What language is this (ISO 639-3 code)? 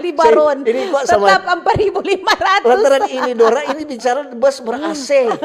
xmm